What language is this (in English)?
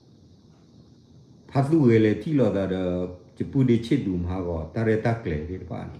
S'gaw Karen